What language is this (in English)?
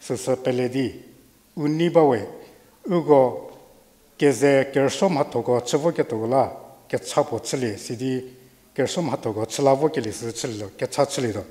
Angami Naga